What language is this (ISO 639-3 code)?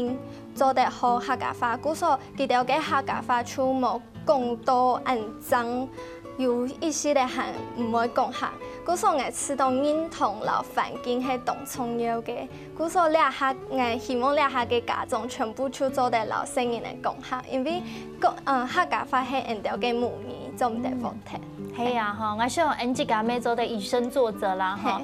hak